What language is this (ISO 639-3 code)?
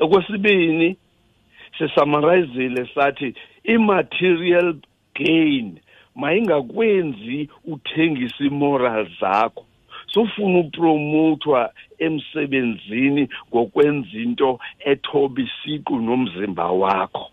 xho